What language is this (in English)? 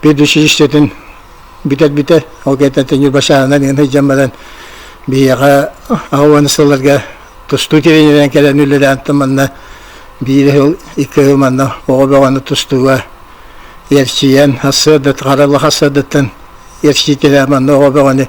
Yakut